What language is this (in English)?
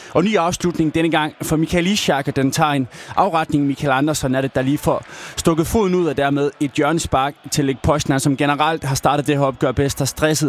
Danish